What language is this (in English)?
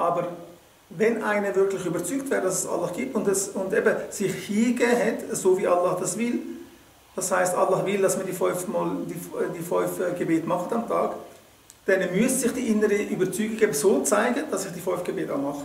Swiss German